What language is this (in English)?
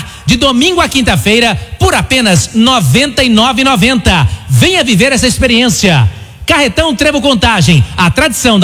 Portuguese